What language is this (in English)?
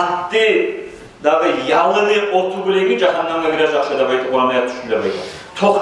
Kumyk